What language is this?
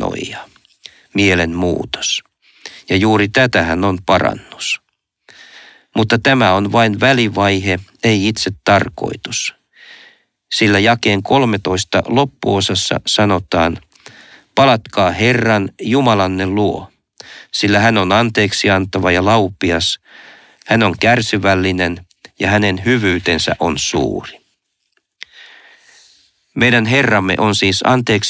Finnish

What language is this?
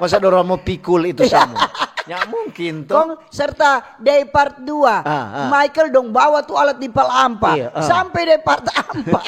Manado Malay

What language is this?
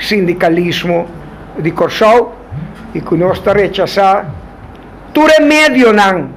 Papiamento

